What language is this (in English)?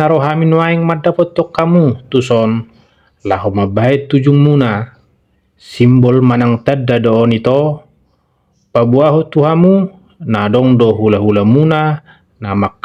Batak Toba